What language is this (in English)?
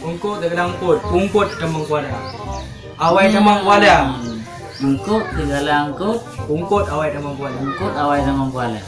Achinese